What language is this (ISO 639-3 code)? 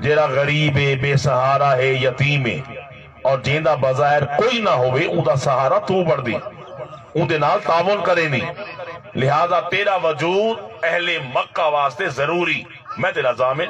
skr